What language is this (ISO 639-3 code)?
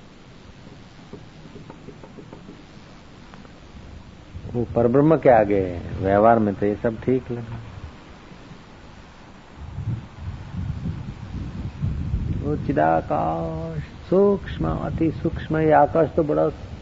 hin